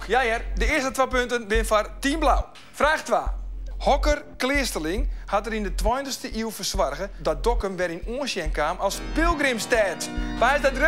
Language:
Western Frisian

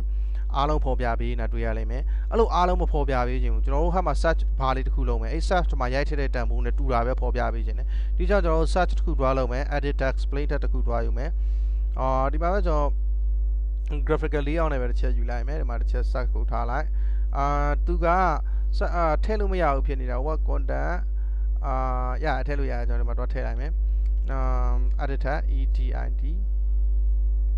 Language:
Burmese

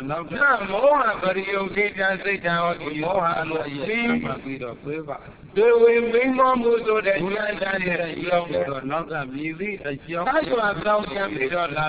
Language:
Burmese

